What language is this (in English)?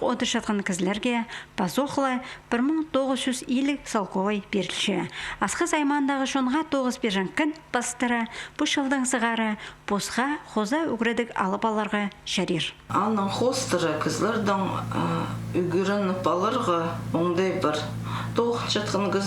Khakas